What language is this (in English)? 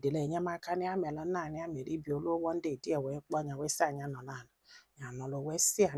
Igbo